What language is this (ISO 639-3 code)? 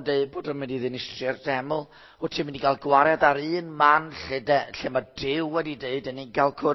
cym